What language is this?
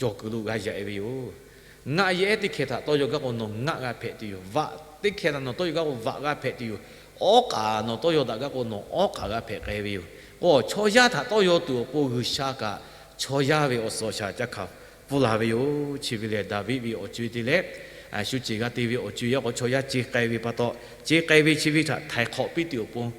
Lahu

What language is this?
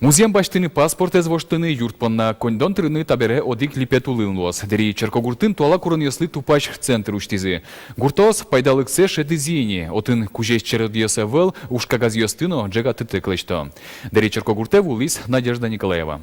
Udmurt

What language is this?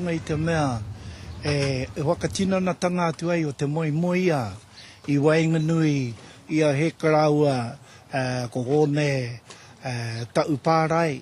Māori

